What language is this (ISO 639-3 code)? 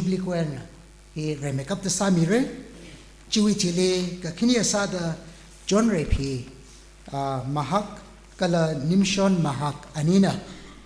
nmf